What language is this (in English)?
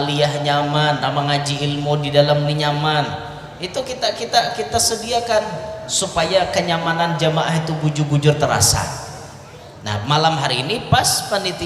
Banjar